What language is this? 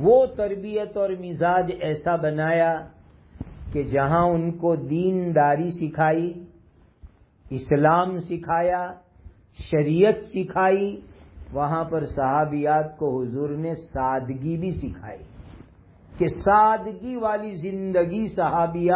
Urdu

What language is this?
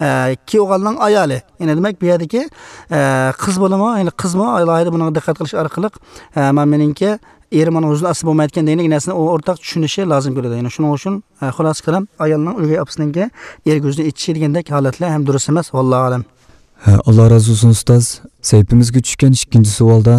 Uyghur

